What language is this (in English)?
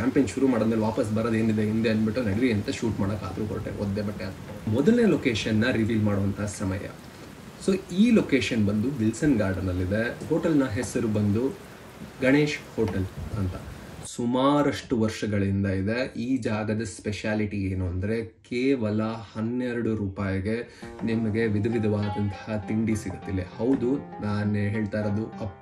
Kannada